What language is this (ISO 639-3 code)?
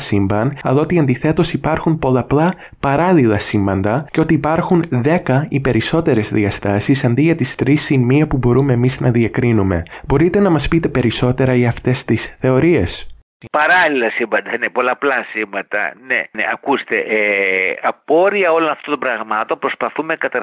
ell